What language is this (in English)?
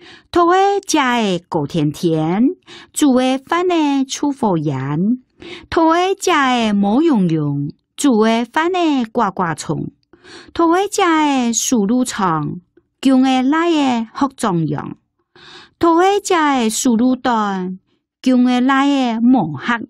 Hakka Chinese